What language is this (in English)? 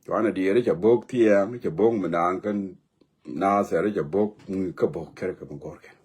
Nuer